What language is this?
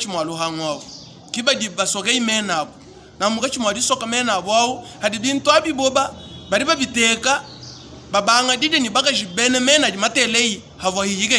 Luba-Lulua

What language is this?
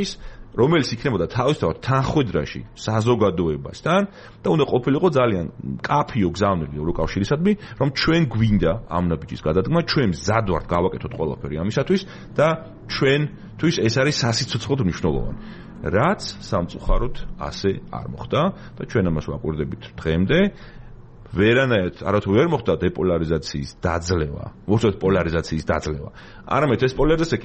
Georgian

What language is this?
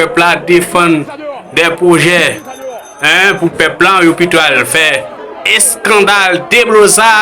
Haitian Creole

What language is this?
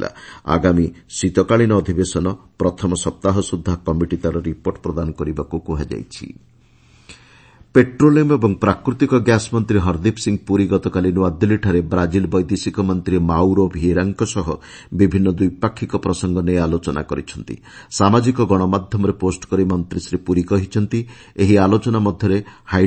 Odia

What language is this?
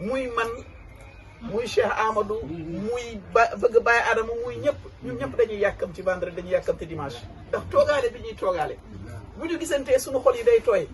Wolof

